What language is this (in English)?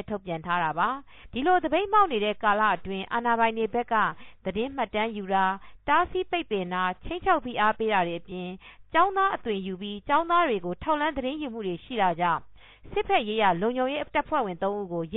Burmese